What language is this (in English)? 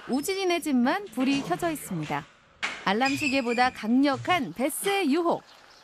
Korean